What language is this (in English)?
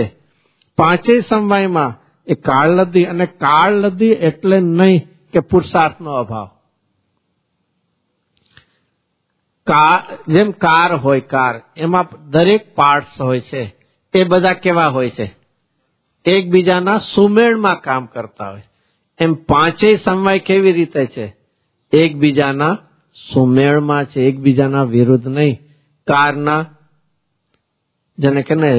Gujarati